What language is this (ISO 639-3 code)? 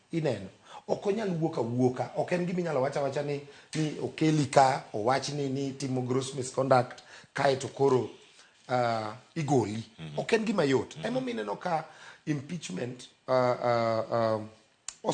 luo